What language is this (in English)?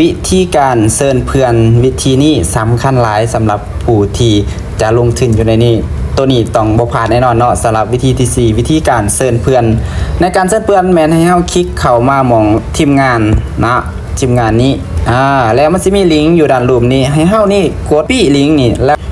Lao